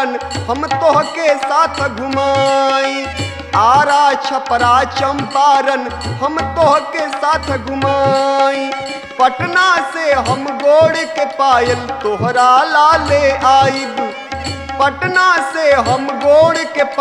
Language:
Bhojpuri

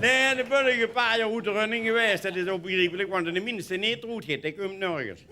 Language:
Limburgish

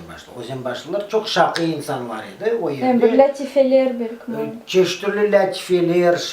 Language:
Crimean Tatar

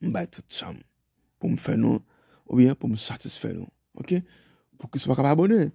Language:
Haitian Creole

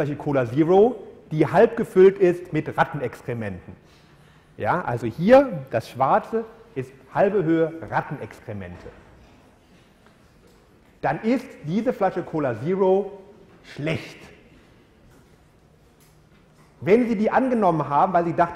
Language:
German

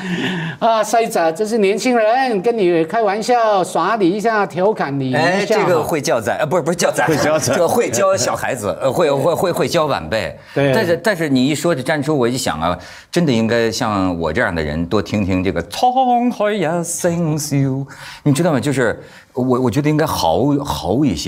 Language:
Chinese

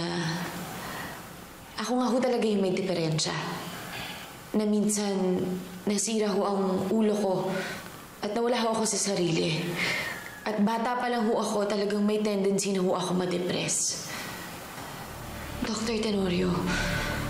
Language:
Filipino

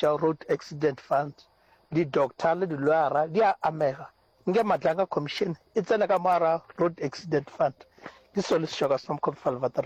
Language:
Northern Sotho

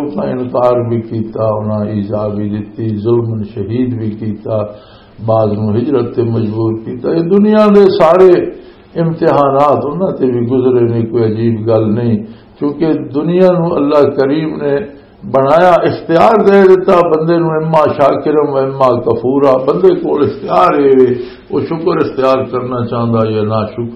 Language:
Western Panjabi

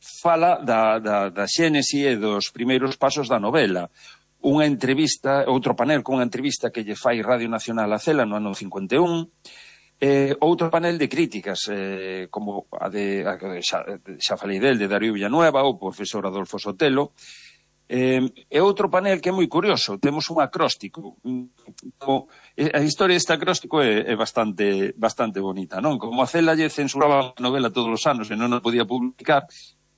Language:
Galician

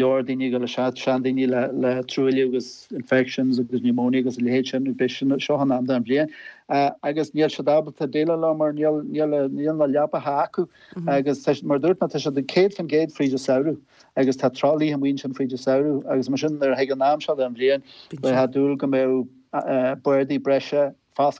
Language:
Irish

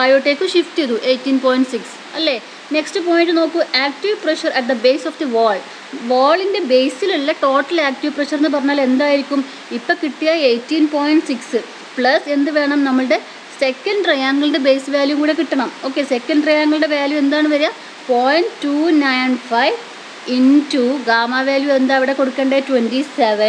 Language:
Malayalam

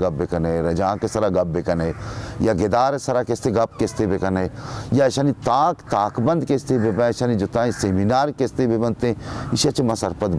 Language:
Baluchi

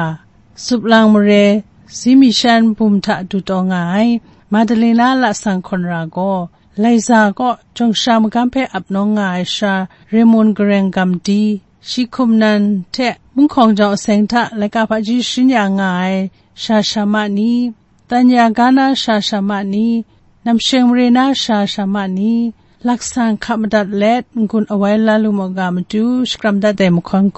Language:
Kachin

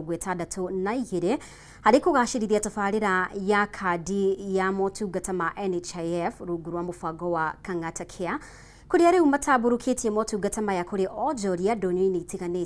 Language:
Kikuyu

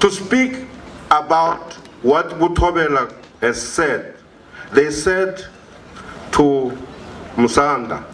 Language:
Venda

